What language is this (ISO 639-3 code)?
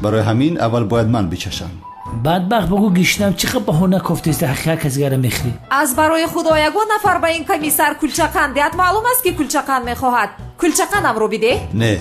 tgk